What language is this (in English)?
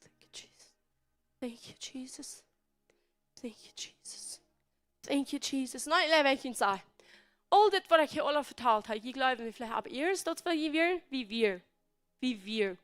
Plautdietsch